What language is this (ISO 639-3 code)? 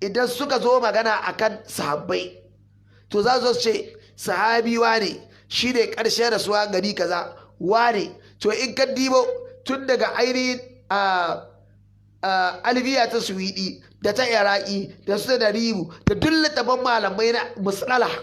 hau